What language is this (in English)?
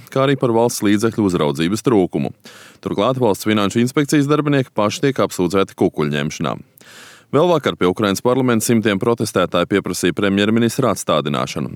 Latvian